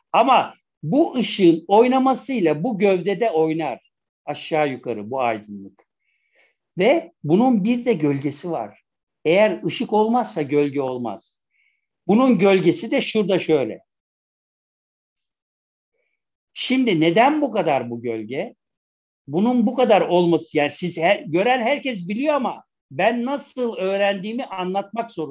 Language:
Turkish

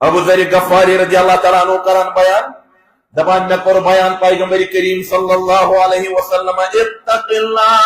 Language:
Kashmiri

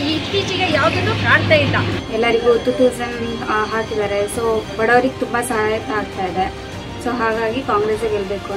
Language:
Kannada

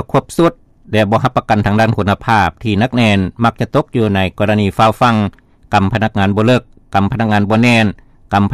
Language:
Lao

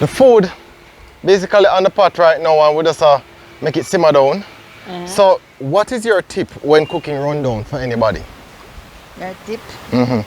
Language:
Jamaican Creole English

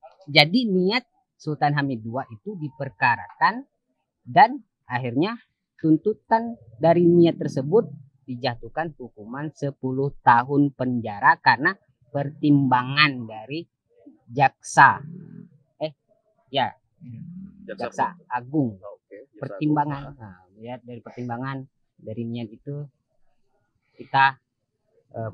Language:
Indonesian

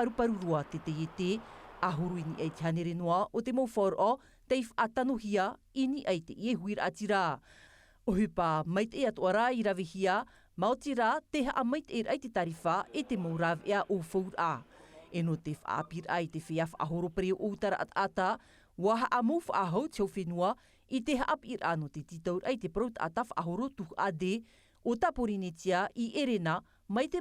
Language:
Tahitian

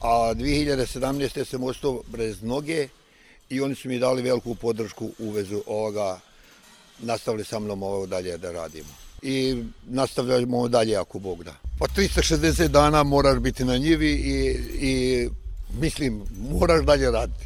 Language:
Bosnian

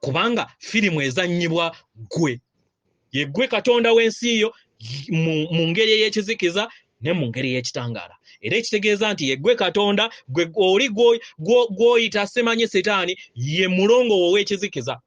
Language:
Ganda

